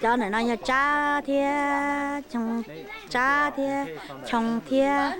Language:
Hmong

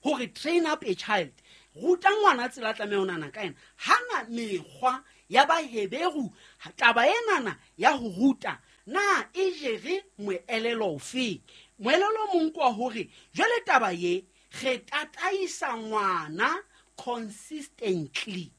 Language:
Southern Sotho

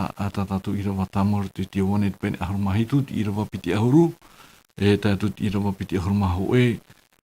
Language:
Tahitian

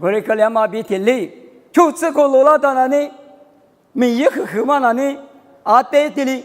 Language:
Lisu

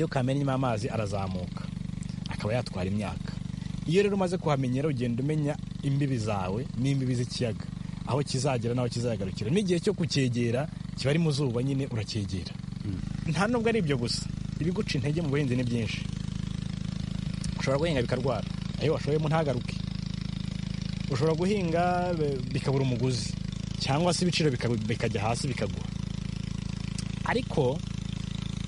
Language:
Kinyarwanda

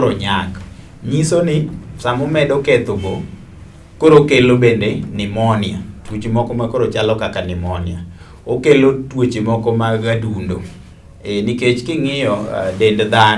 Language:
Luo (Kenya and Tanzania)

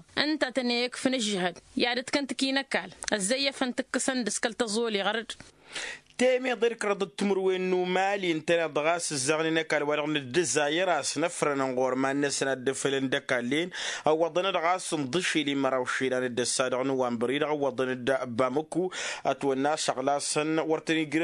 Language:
Tamasheq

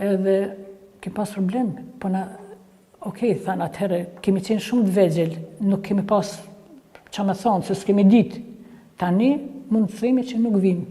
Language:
Albanian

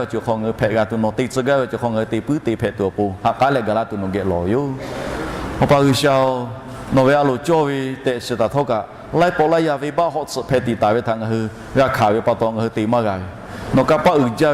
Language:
Lahu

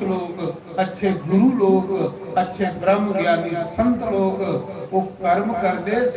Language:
Dogri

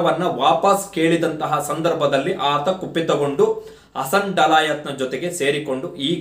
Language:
Kannada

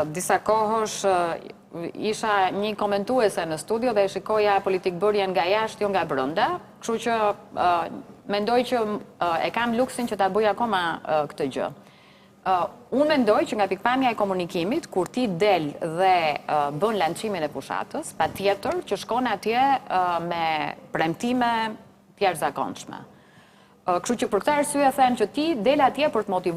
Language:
Albanian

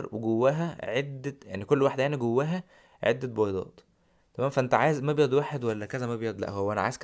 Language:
Egyptian Arabic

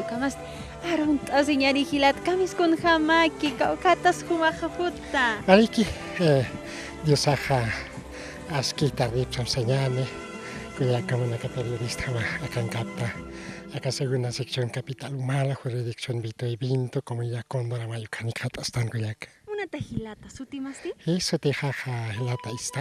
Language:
Aymara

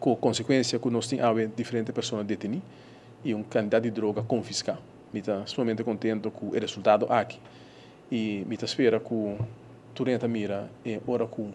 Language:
Papiamento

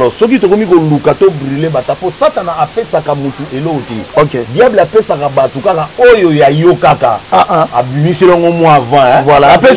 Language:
Lingala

